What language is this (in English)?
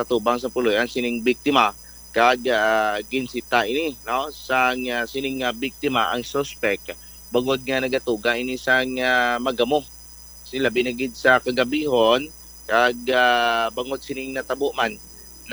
Hiligaynon